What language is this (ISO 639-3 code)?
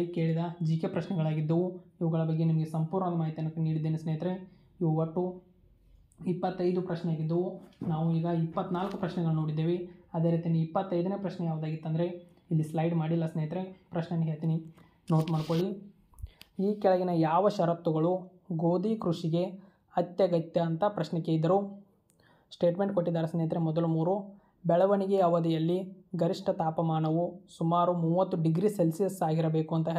kan